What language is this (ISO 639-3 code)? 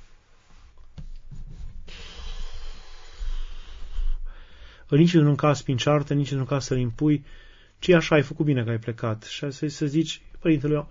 ron